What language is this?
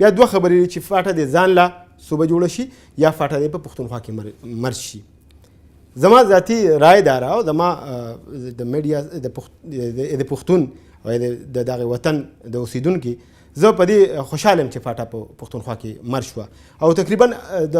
Pashto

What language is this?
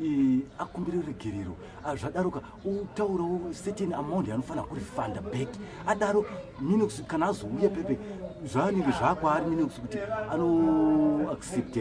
Shona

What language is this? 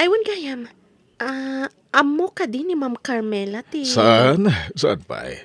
Iloko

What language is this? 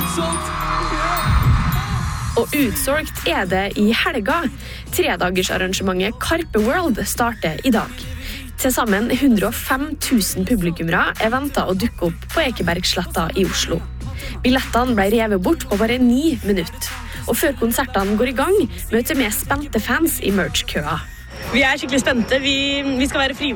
Norwegian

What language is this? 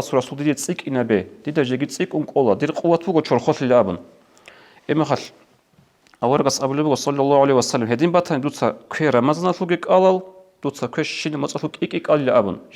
Avaric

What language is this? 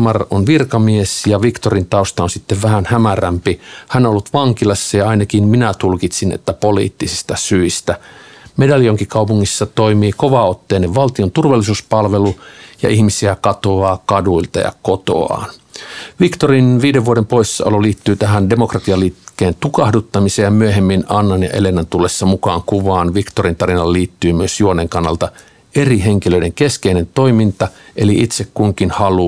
Finnish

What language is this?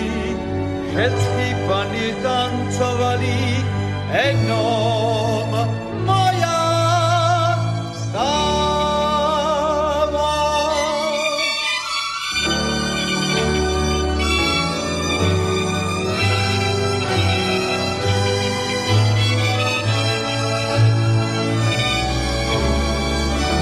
Slovak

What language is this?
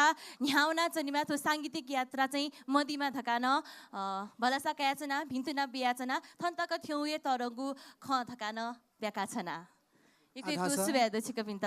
Newari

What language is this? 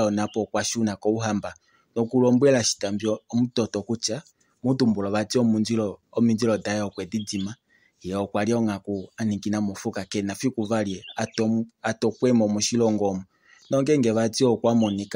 Kuanyama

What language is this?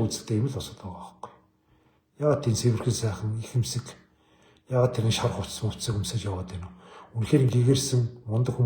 Mongolian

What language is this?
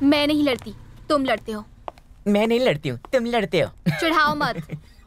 Hindi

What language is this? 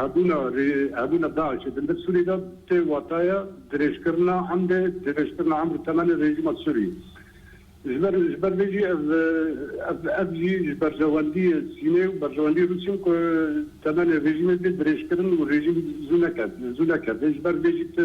Kurdish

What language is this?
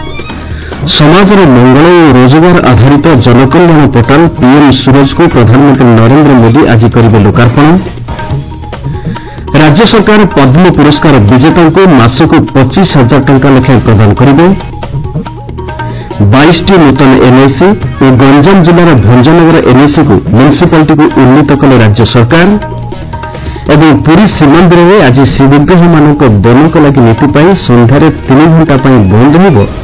Odia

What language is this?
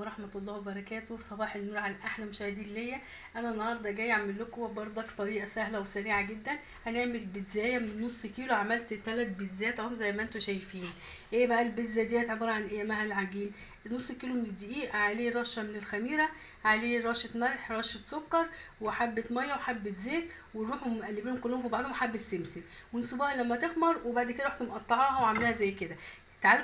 Egyptian Arabic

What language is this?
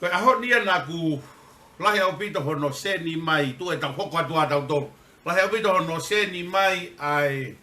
Tongan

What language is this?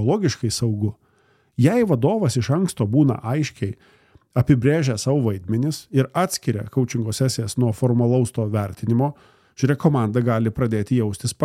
Lithuanian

